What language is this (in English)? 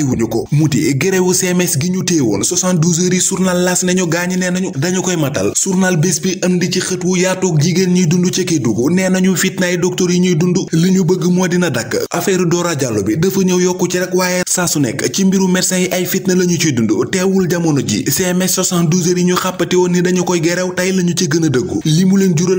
Wolof